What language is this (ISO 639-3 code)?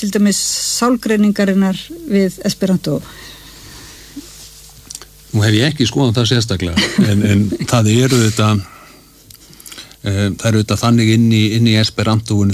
isl